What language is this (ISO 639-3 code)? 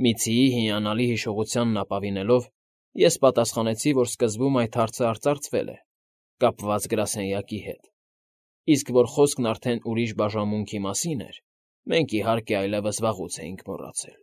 hye